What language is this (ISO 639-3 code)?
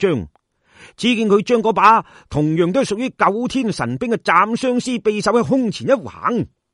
yue